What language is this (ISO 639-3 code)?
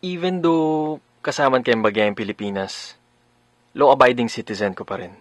pam